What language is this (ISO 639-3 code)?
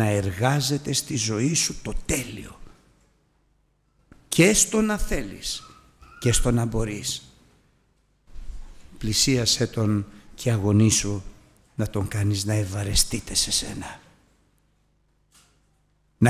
ell